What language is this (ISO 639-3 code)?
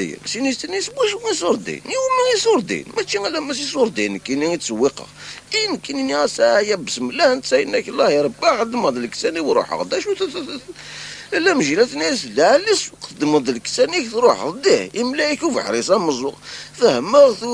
kab